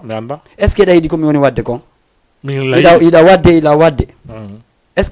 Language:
Fula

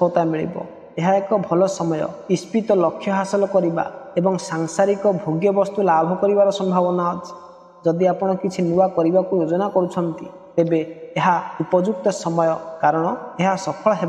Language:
Odia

